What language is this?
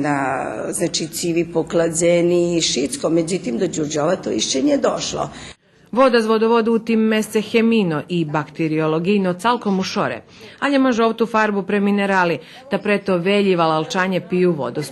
Rusyn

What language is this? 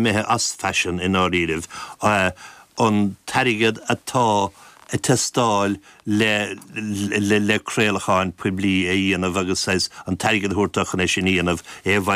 Irish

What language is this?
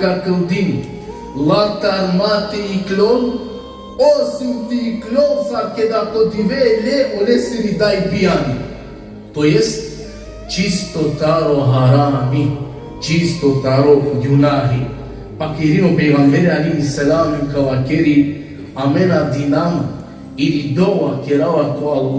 Balkan Romani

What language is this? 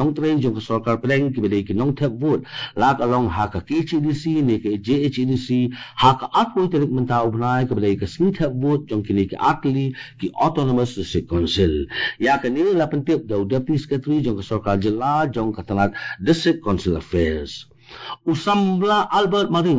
Khasi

